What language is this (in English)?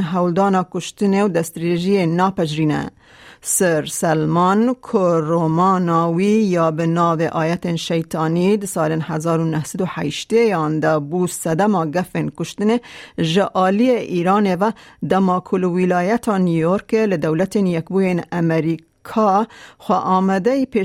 Kurdish